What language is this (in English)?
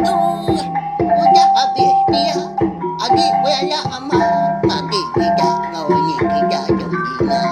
Iban